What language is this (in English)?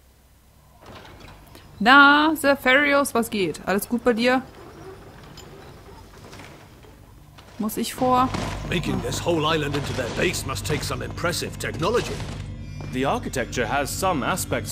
German